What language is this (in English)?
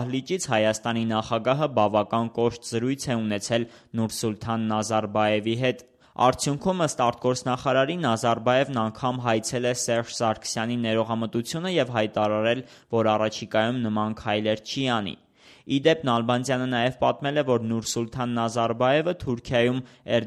Armenian